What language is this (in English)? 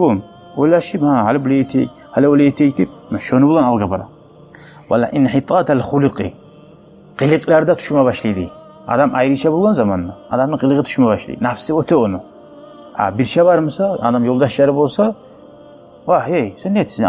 Kumyk